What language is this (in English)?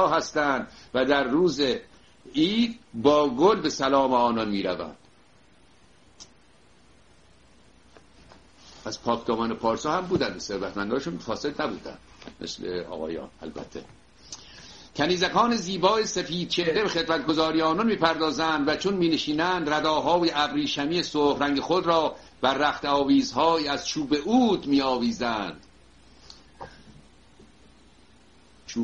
Persian